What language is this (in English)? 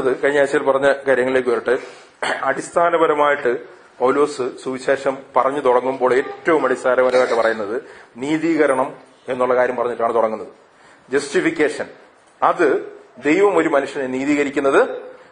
Malayalam